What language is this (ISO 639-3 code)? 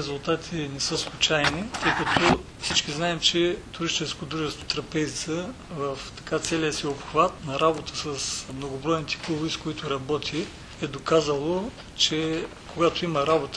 bul